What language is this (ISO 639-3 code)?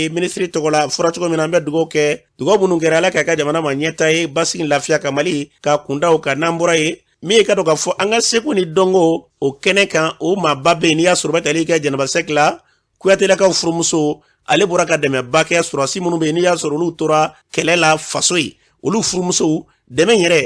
bam